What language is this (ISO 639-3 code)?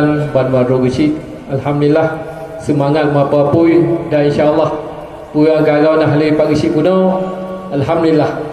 ace